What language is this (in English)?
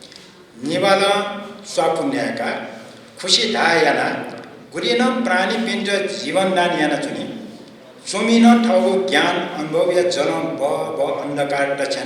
Newari